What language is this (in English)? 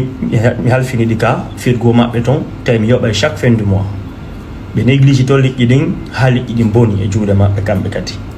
Fula